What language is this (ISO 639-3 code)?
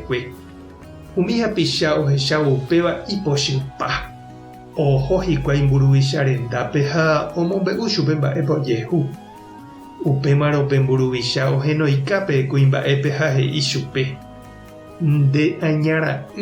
grn